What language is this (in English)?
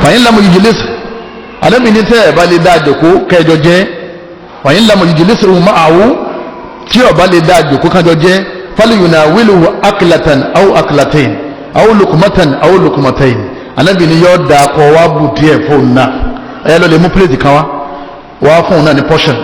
Yoruba